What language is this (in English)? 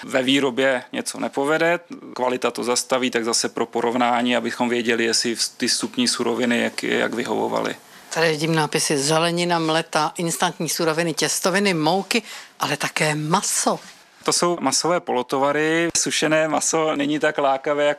Czech